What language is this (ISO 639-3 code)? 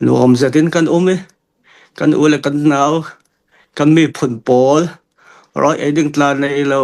cnh